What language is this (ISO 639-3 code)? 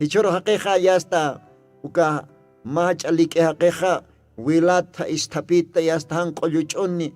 aym